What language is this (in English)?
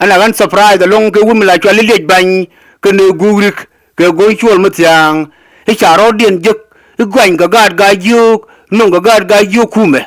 Nuer